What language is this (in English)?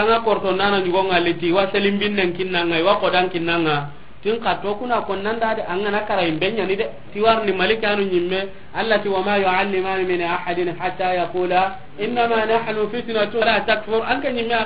Soninke